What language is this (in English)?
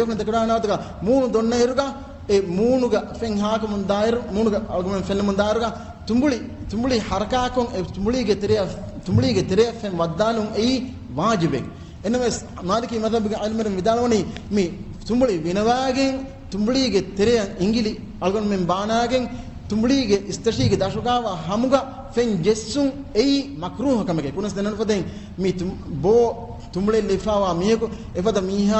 Divehi